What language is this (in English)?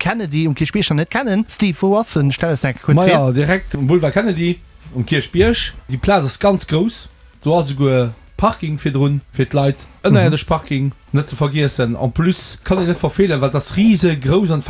Luxembourgish